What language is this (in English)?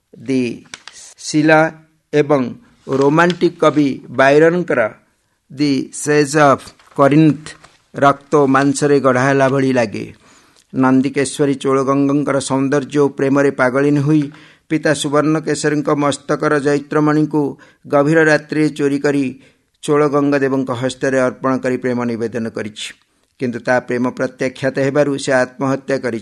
Odia